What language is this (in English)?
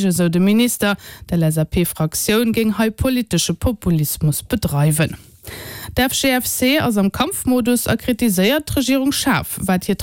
Luxembourgish